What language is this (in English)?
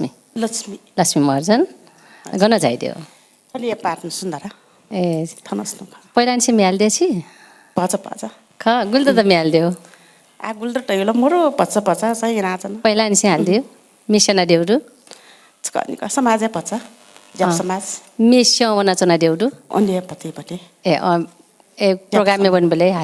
Newari